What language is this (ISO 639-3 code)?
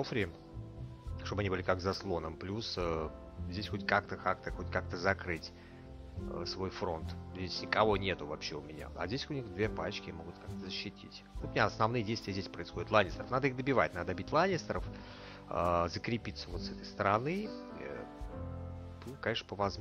rus